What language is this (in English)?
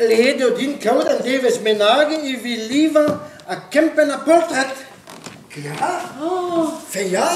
Breton